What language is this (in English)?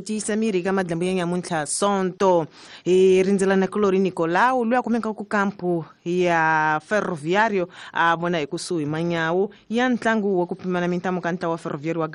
Tsonga